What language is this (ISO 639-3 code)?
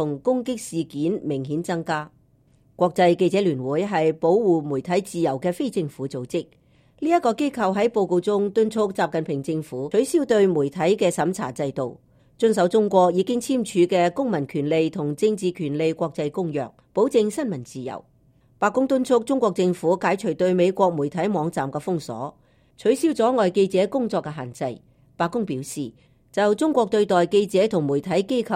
yue